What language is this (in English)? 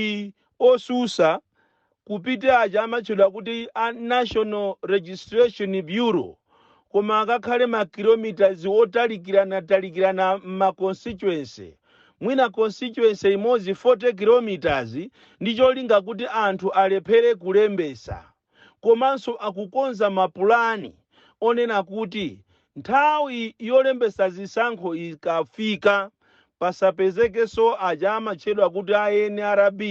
Nyanja